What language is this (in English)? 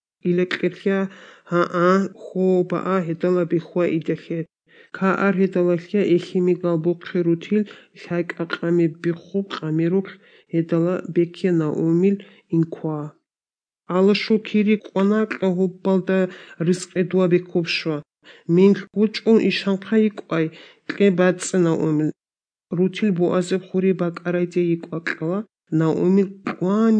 Avaric